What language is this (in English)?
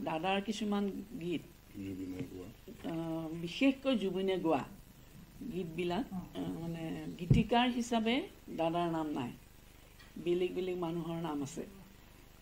Assamese